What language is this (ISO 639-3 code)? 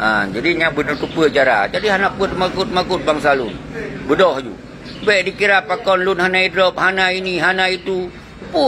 ace